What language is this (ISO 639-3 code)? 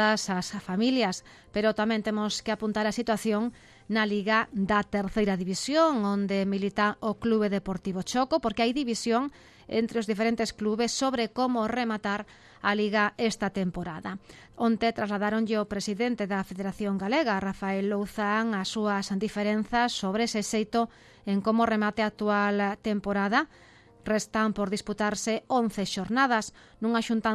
glg